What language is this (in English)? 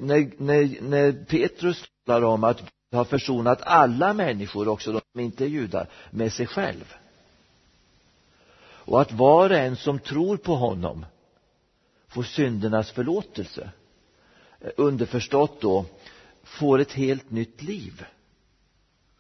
Swedish